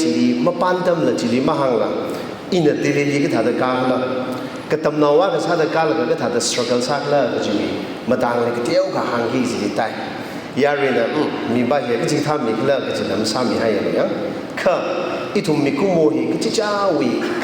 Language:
Tangkhul Naga (India)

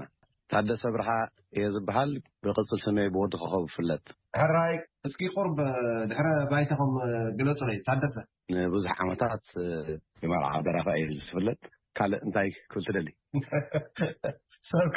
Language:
Tigrinya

